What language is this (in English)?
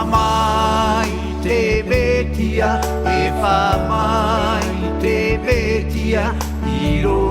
Tahitian